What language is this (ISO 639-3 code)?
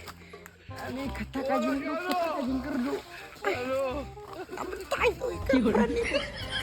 kha